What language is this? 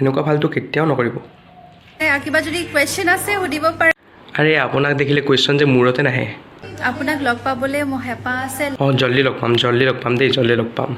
Assamese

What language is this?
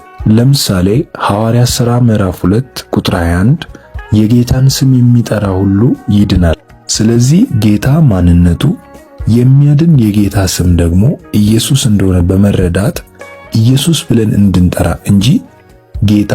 Amharic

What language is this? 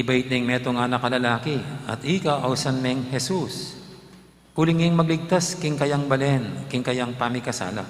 Pampanga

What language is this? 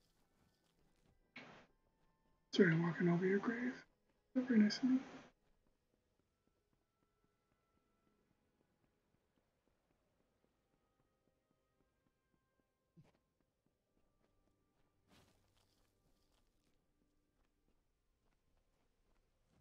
English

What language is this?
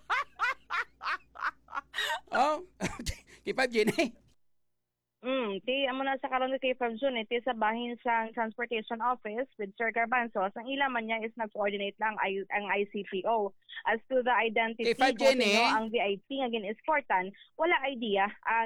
Hiligaynon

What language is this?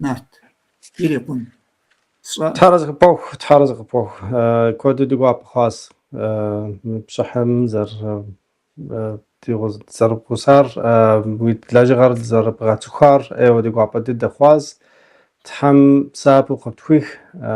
Kabardian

